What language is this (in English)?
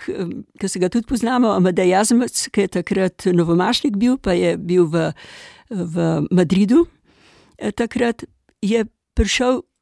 Slovenian